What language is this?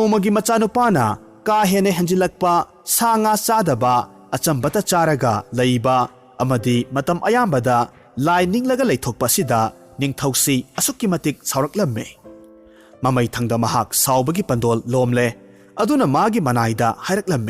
Manipuri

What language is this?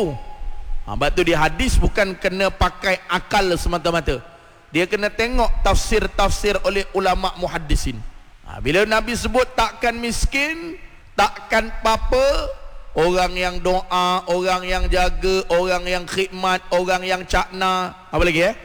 Malay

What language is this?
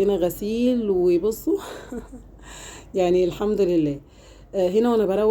Egyptian Arabic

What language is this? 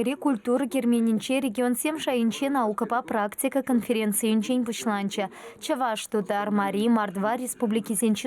Chuvash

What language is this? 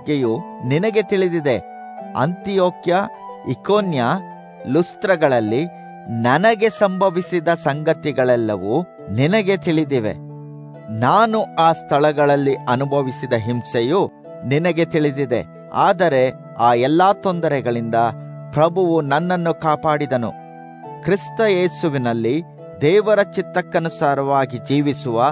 Kannada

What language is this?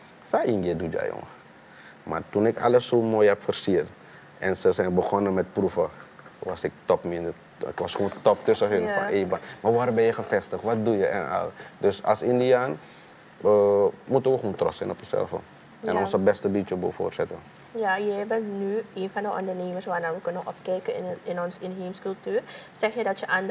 Dutch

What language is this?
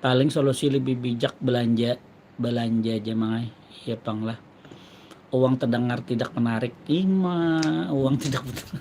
Banjar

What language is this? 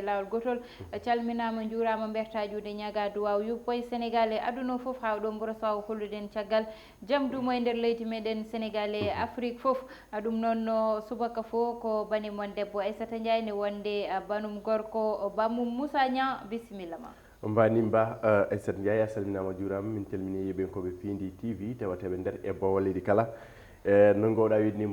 Fula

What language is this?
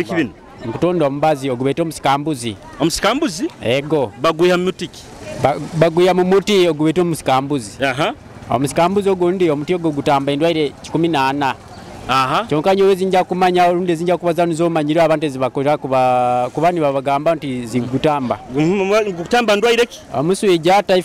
Nyoro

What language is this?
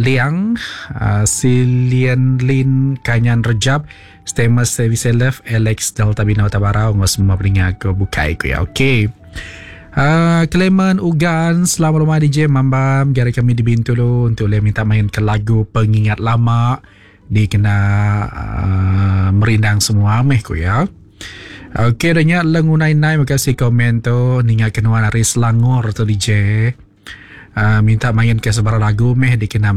Iban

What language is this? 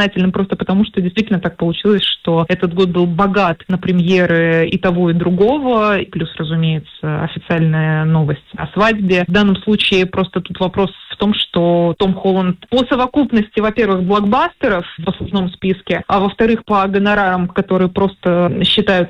Russian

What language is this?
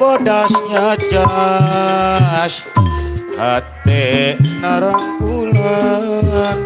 Betawi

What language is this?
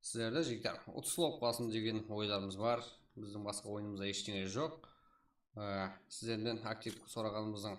Kara-Kalpak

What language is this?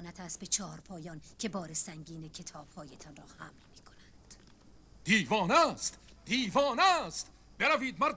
Persian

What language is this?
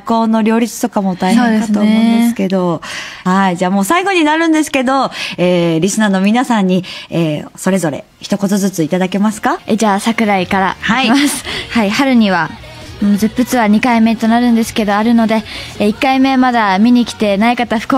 Japanese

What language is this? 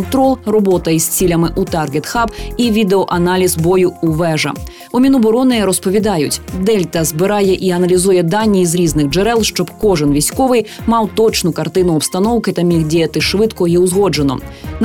Ukrainian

